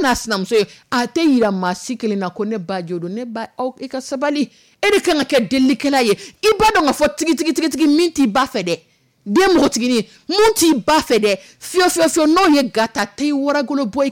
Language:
Dyula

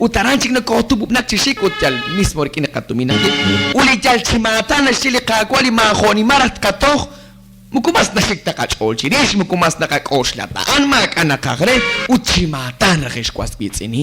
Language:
Kekchí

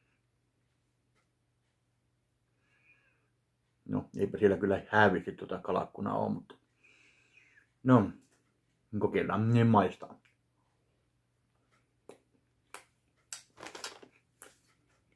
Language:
Finnish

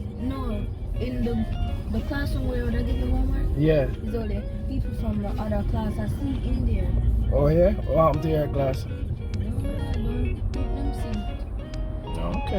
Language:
Jamaican Creole English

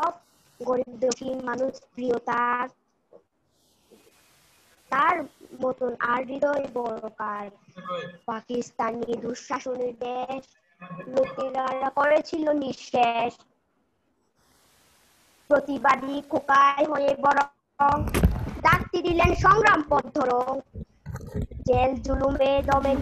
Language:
Bangla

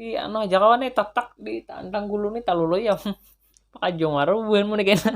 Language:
Banjar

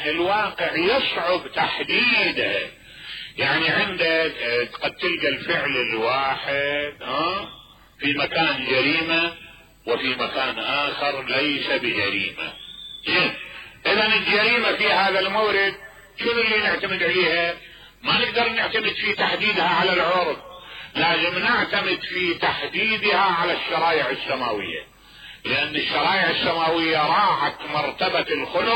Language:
Mesopotamian Arabic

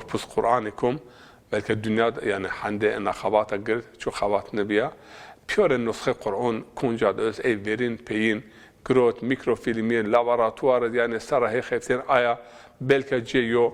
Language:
Zaza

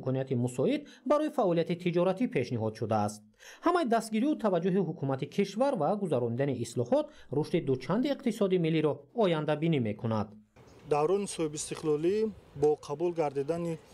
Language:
Tajik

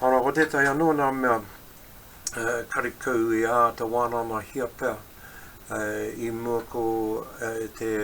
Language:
Māori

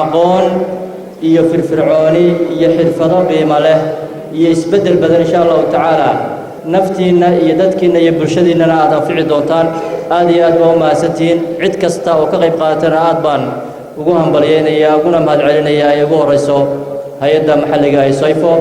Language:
Somali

